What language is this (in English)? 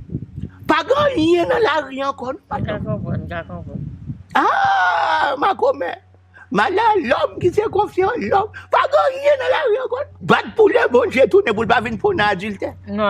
Haitian Creole